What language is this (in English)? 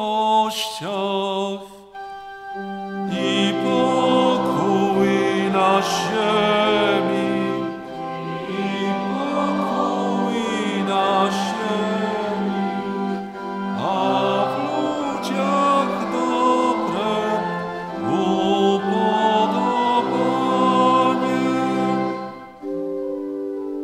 Polish